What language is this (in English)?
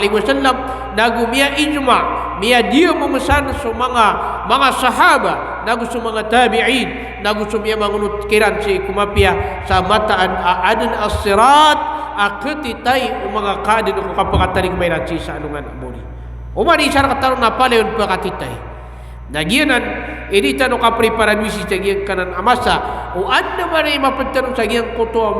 Maranao